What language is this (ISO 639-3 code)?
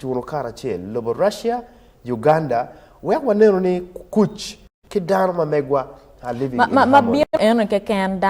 ach